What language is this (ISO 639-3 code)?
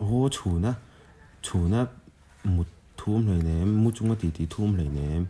lus